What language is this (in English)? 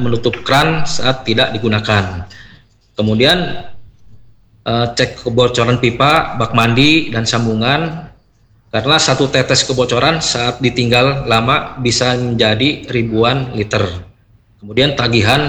Indonesian